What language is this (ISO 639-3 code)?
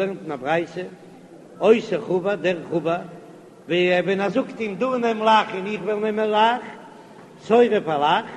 yid